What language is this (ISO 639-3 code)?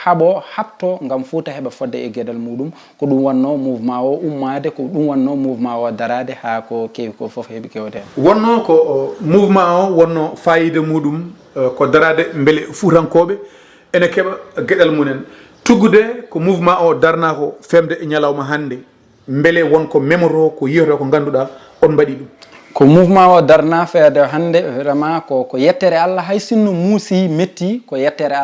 ful